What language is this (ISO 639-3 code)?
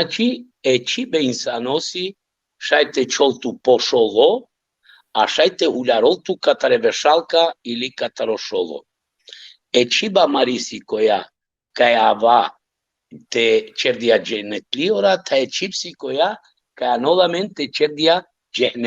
rmn